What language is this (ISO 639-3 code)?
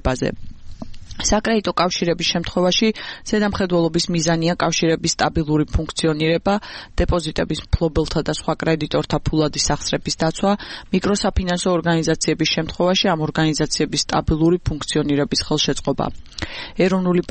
kat